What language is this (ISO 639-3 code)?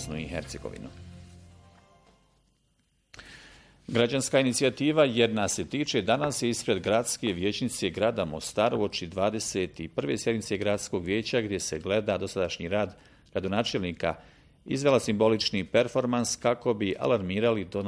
bos